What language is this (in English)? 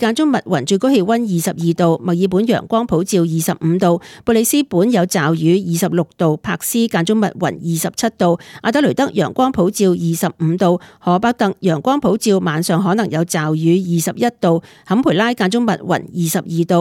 Cantonese